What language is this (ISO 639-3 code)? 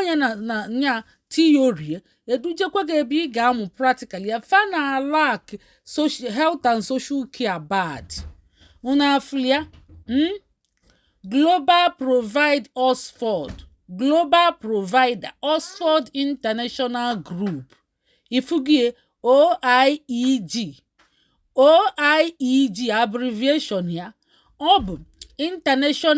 ibo